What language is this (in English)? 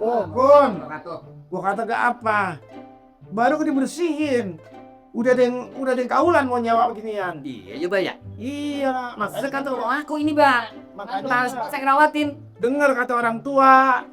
Betawi